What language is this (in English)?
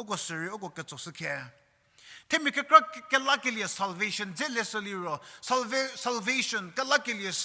Angami Naga